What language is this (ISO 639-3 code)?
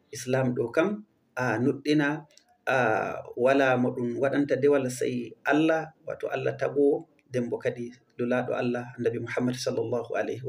ful